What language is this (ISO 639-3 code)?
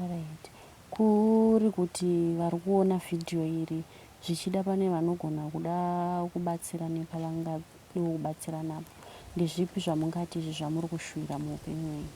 sna